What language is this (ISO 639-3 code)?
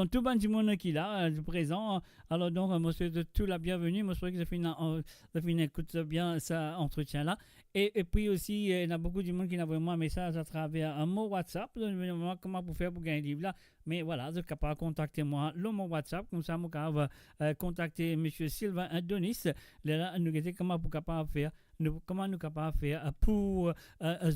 mfe